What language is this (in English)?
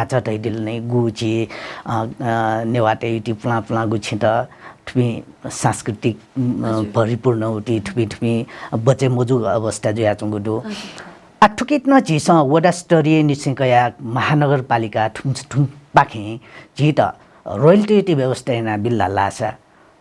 Newari